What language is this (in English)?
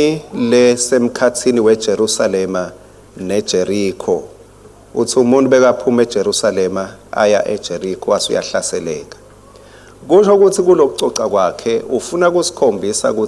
Swati